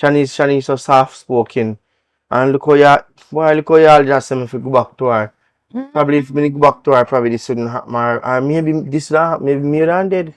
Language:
Jamaican Creole English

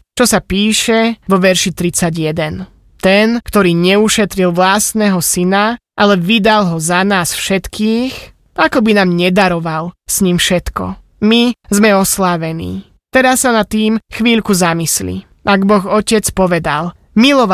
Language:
Slovak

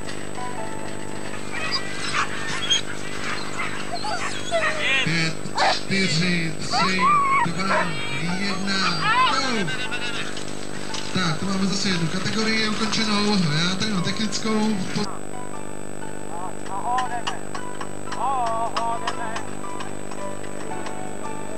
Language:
Czech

